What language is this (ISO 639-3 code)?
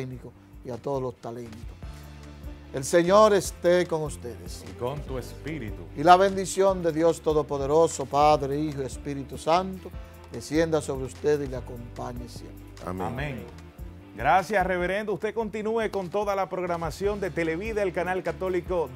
spa